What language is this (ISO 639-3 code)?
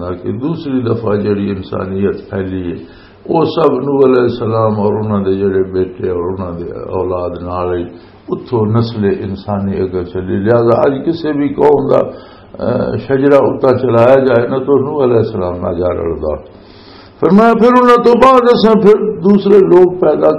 lah